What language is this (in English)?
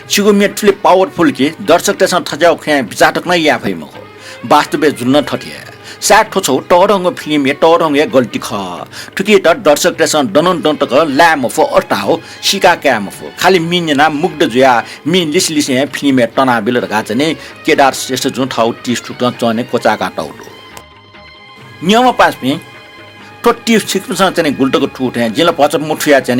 Newari